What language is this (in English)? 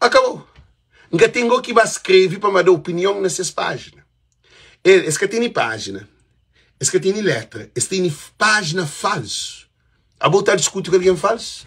Kabuverdianu